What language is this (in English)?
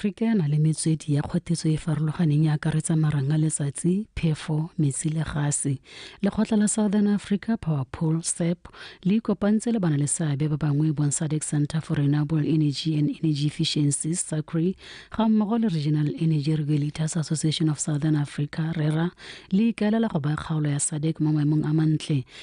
Tswana